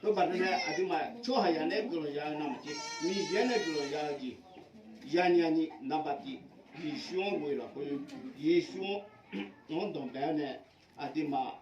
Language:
Akha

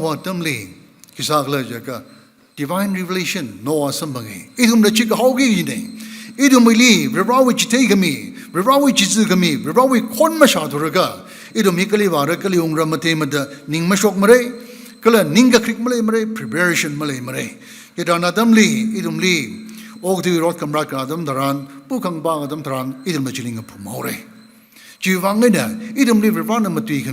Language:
Tangkhul Naga (India)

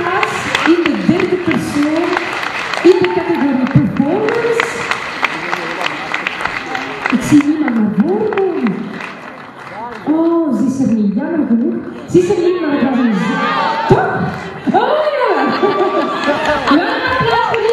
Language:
Dutch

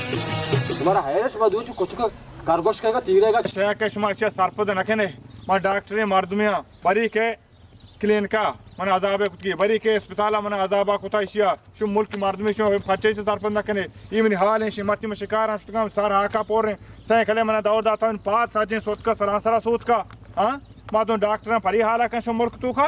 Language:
Baluchi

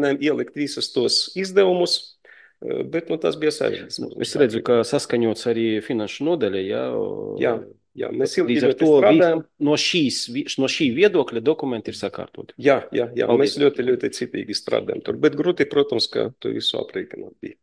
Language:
Latvian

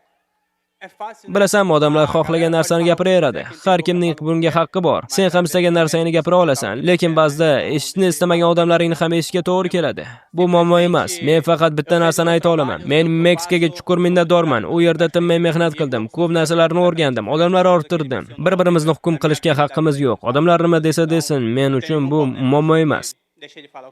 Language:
Uzbek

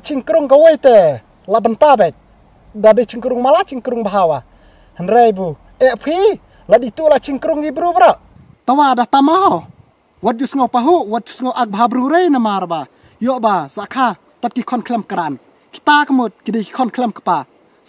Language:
Khasi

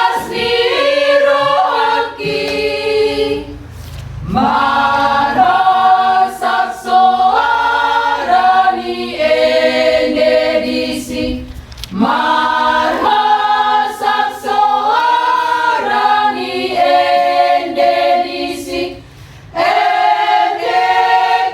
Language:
Batak Toba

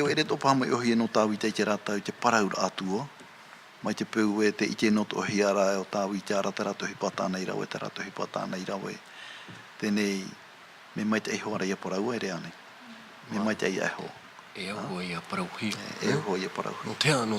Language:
Tahitian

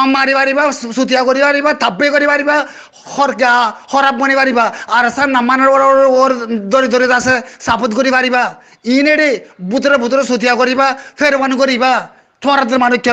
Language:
Rohingya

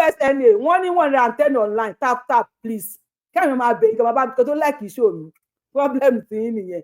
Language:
Yoruba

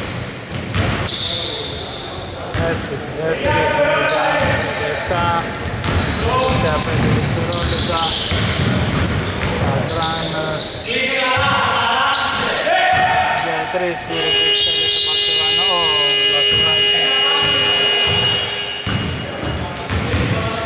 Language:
Greek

